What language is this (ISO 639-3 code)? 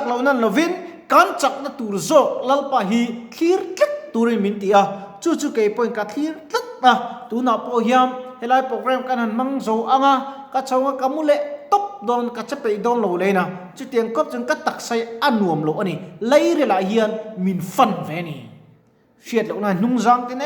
lus